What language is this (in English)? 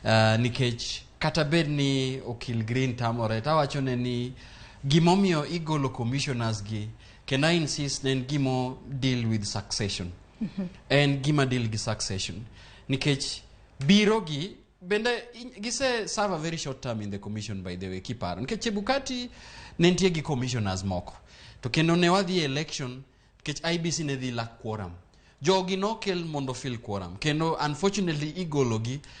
Luo (Kenya and Tanzania)